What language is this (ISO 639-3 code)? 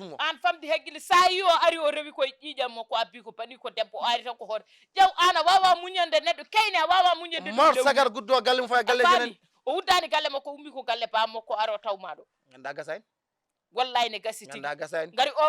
ful